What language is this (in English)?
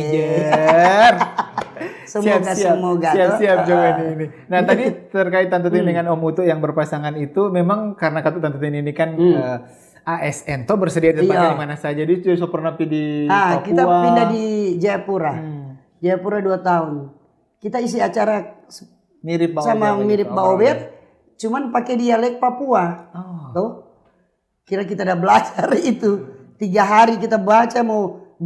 Manado Malay